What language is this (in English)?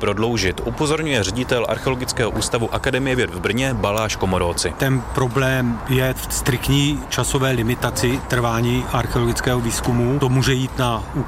Czech